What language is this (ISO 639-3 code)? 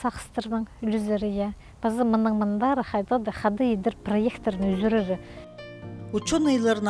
kjh